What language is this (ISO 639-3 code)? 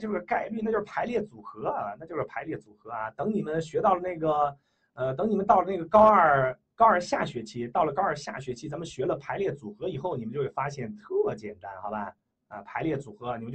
zho